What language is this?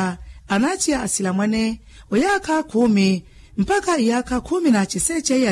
Makhuwa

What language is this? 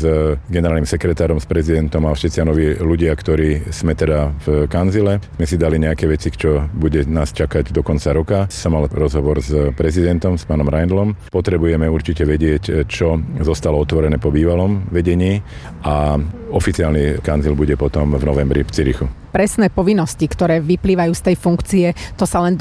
Slovak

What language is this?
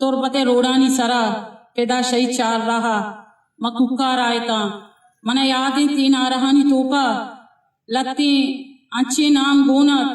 Eastern Balochi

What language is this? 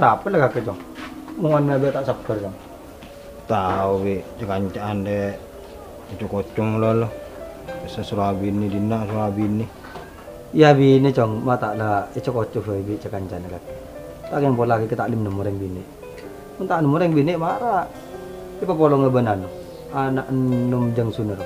Madurese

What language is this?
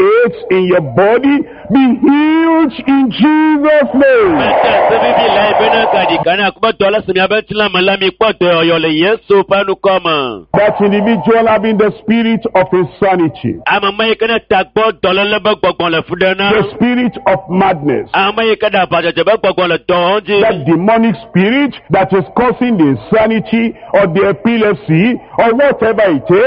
Ewe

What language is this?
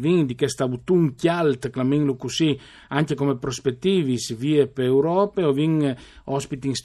Friulian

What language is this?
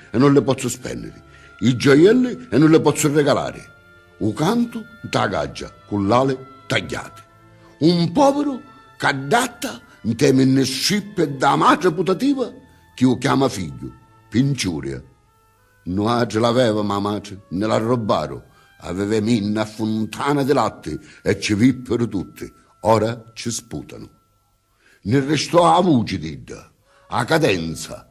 Sicilian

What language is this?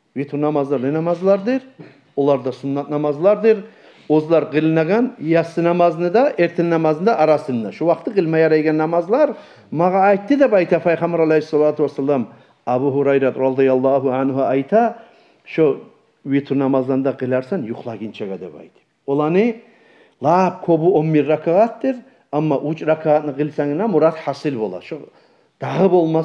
Kumyk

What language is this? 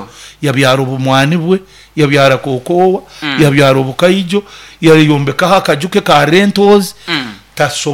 Nyoro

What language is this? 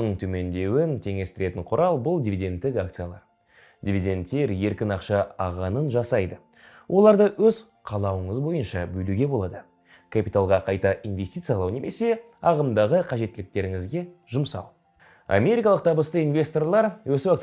Kazakh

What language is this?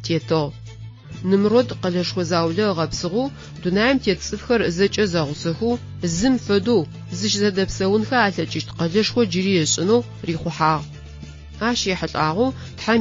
Adyghe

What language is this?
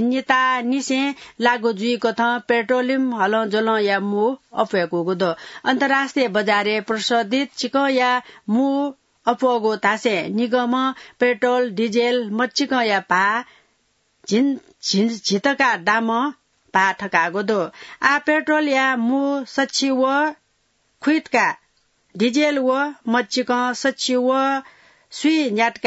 Newari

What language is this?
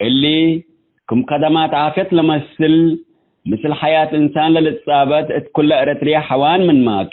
Tigre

